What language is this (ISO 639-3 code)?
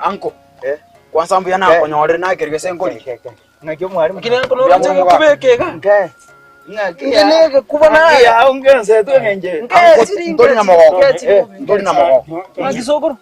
guz